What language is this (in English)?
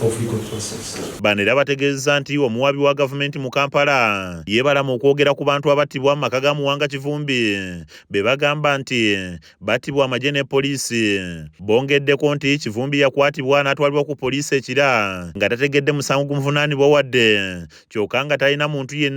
Ganda